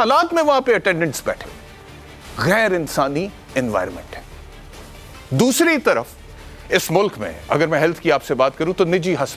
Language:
Urdu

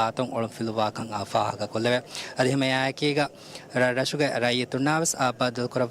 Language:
Divehi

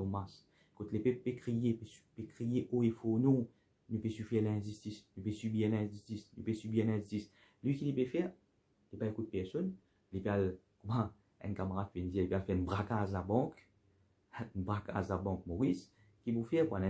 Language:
Morisyen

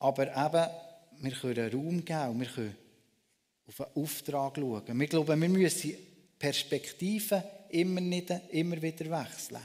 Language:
Swiss German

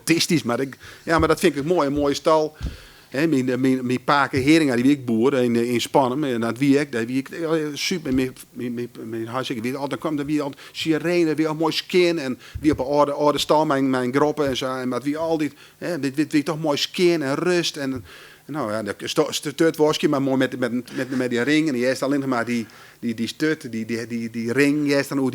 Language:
Western Frisian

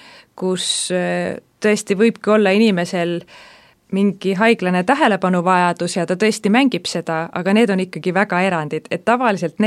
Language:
Estonian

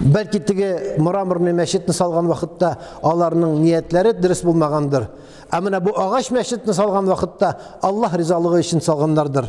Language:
Tatar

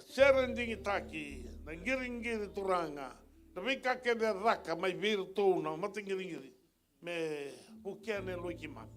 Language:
Fijian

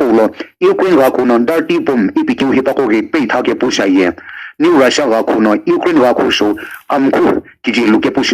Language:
Sumi Naga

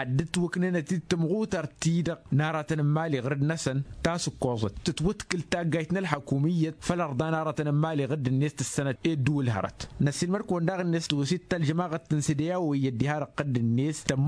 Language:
Tamasheq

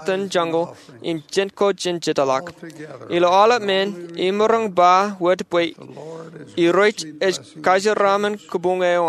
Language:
Marshallese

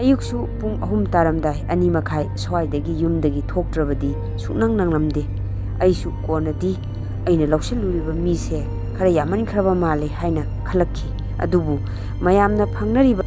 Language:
Manipuri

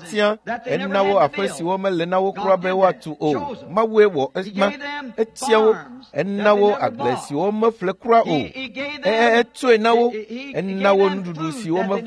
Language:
Ewe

